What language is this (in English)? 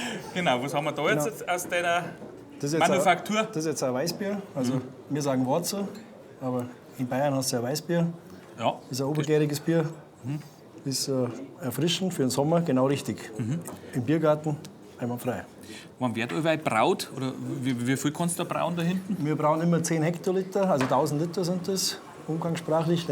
Bavarian